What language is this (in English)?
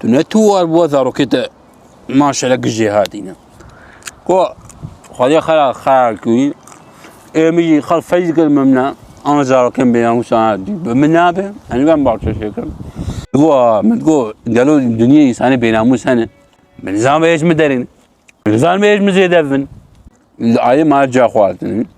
Kurdish